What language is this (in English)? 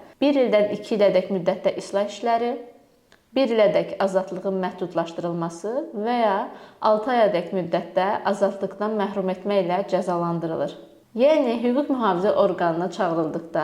Azerbaijani